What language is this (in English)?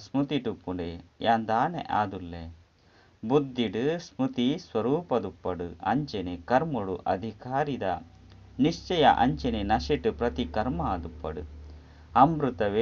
Tulu